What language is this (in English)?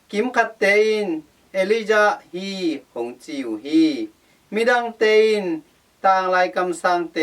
Tedim Chin